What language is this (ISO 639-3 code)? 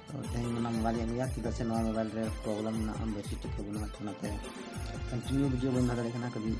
sat